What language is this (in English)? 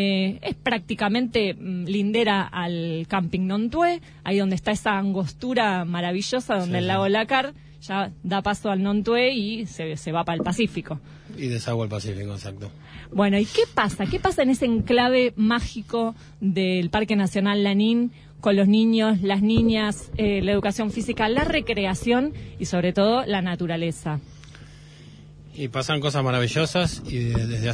Spanish